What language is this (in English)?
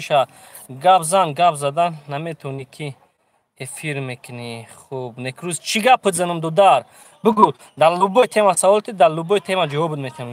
Tajik